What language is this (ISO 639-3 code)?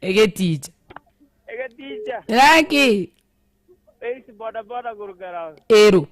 guz